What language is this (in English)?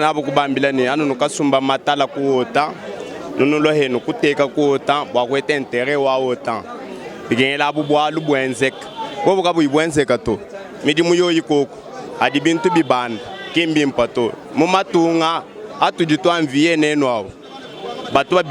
Luba-Lulua